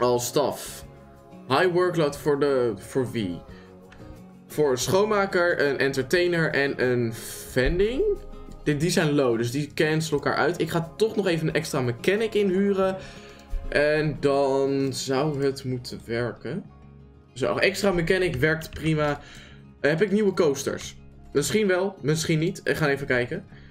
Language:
Dutch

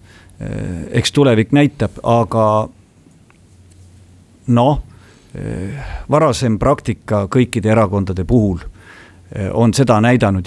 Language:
Estonian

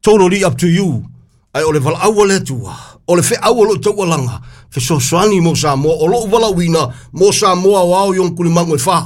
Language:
Samoan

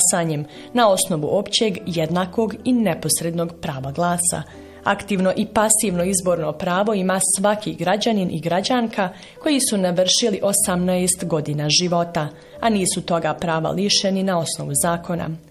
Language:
Bosnian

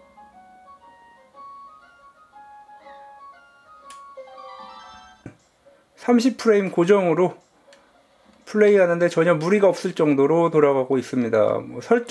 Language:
Korean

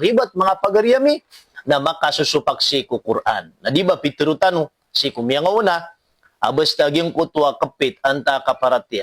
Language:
Maranao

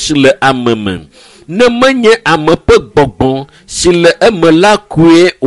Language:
Ewe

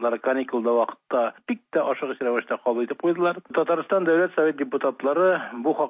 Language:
Tatar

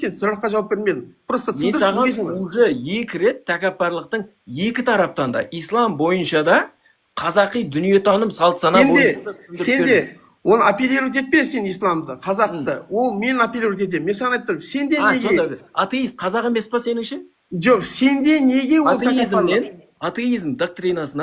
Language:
Kazakh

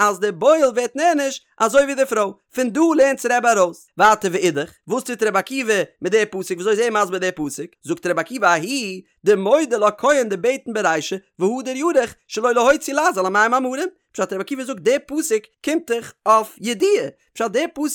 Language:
Yiddish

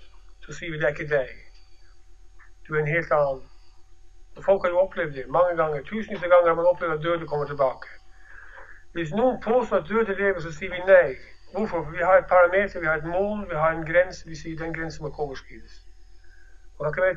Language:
Norwegian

